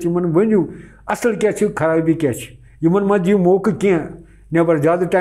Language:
Kashmiri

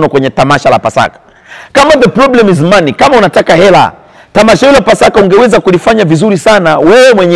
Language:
Swahili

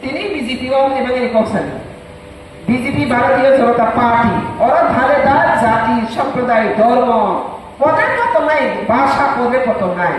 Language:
Riang (India)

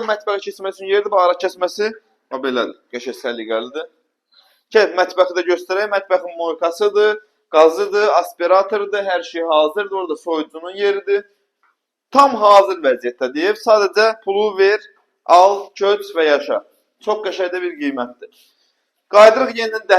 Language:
Azerbaijani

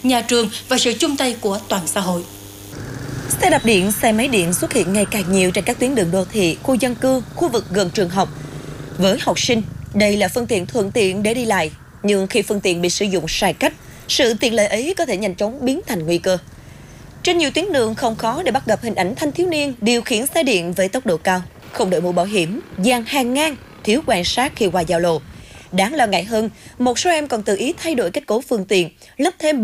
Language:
Vietnamese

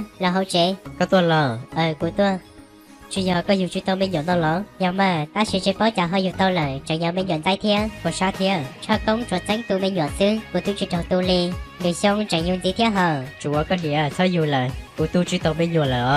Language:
Hmong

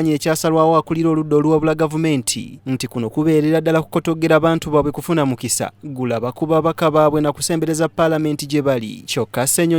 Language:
Ganda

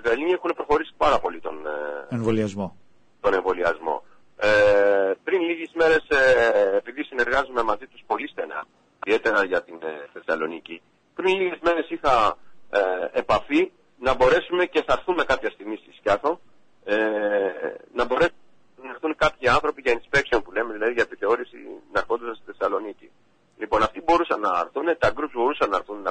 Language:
Greek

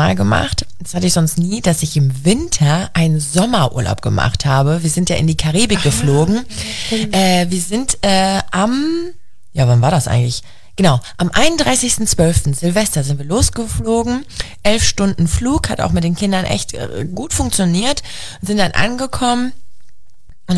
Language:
German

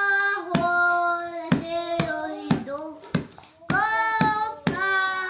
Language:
Hakha Chin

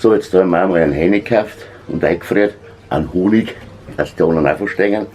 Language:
Bavarian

